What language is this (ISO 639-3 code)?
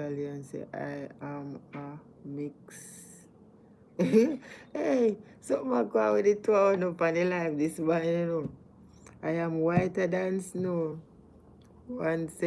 jam